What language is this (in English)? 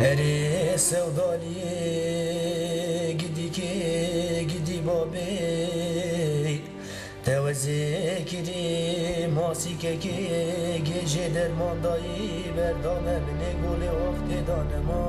Kurdish